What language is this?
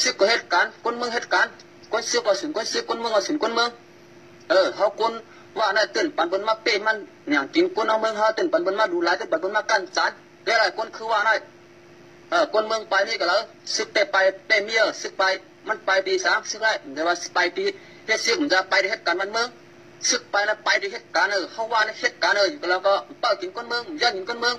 Shan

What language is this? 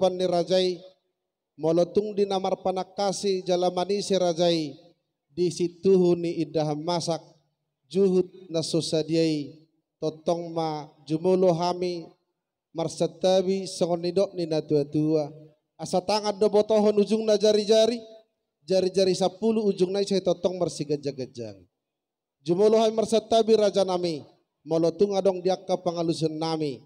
Batak Toba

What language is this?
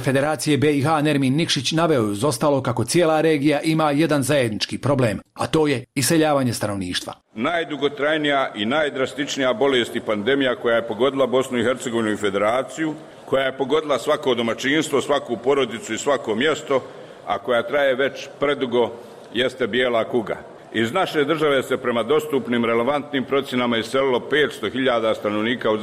Bosnian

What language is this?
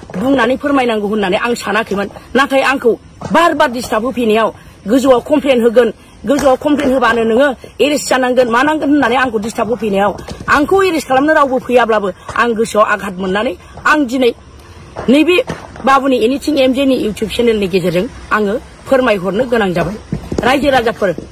Bodo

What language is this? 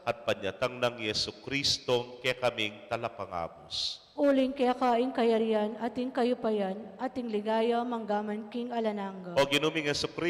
Pampanga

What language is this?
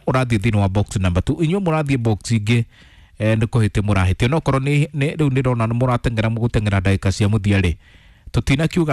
Kikuyu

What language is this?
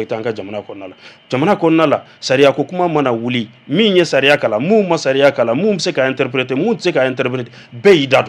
Bambara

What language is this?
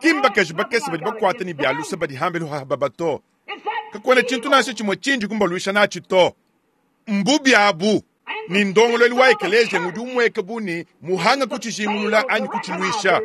Luba-Lulua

